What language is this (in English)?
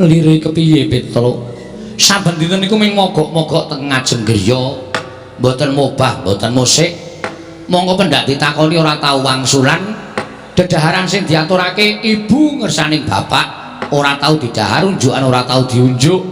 Javanese